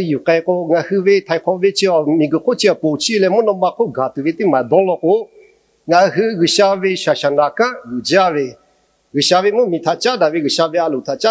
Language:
Lahu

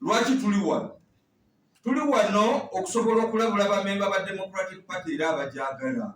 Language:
Ganda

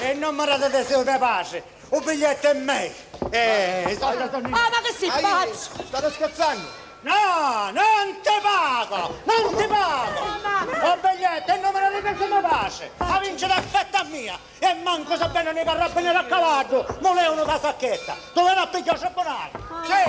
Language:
Sicilian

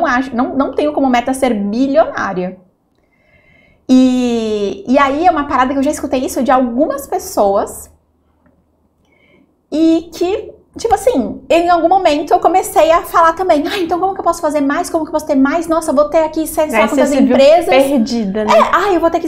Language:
Portuguese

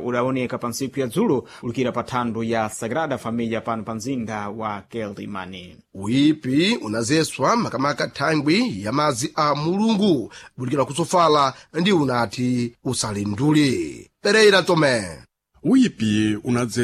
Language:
Sena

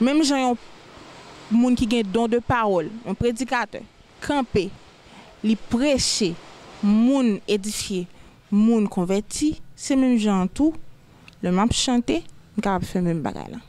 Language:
Haitian Creole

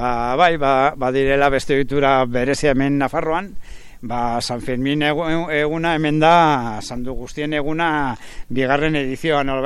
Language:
Basque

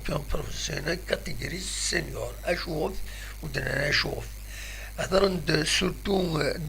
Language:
Kabyle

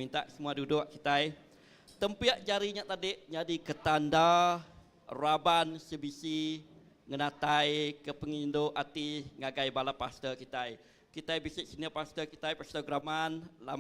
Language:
Iban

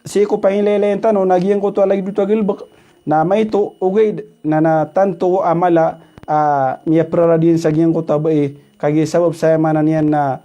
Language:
Maranao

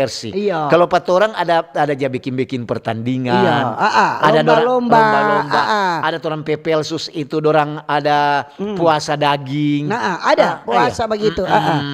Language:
Manado Malay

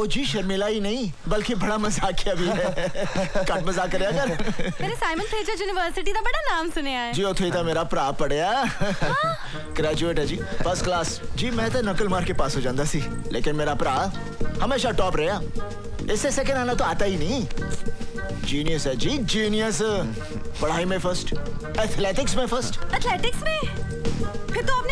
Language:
Hindi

